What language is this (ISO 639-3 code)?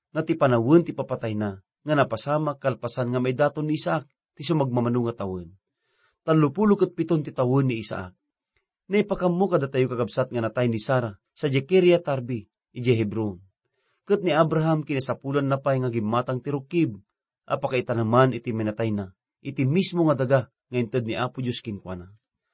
ilo